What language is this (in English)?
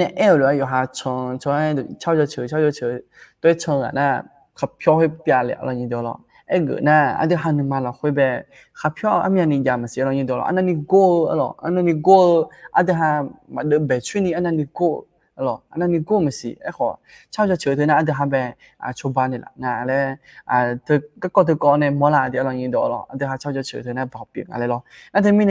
Akha